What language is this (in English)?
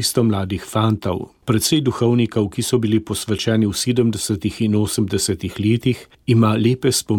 Slovenian